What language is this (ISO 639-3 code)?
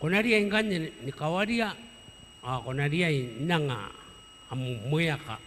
gil